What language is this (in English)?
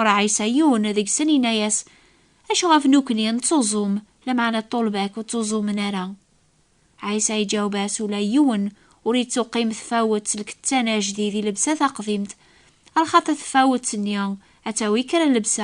Kabyle